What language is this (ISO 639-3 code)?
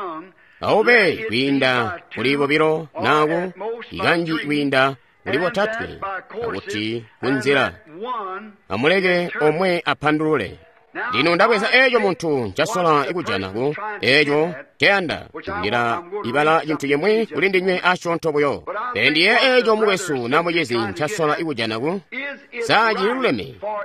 toi